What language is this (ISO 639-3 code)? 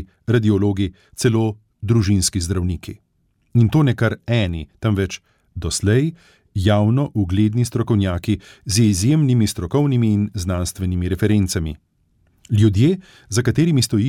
slv